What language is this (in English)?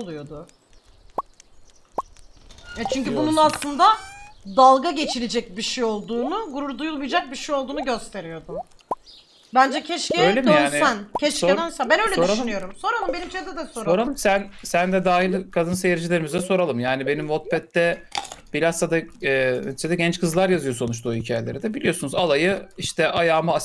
Turkish